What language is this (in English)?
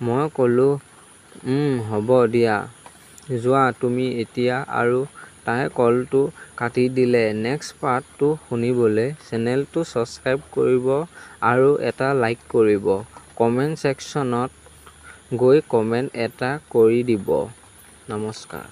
Assamese